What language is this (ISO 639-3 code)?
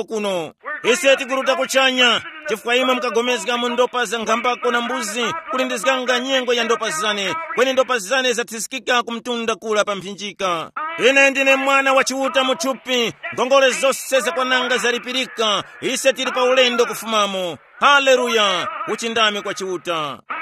tum